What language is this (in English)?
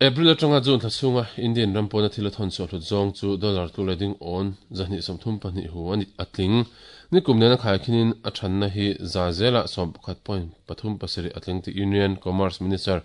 Mizo